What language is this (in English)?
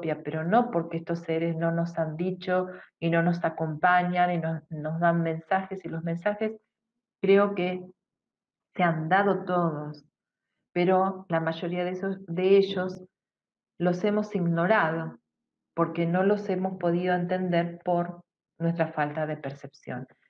Spanish